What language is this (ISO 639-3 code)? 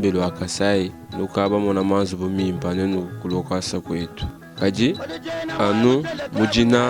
lua